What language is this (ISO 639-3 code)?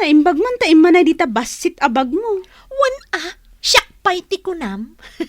ilo